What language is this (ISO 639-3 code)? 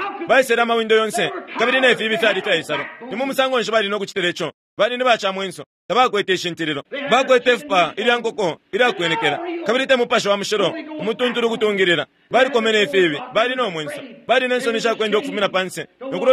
bem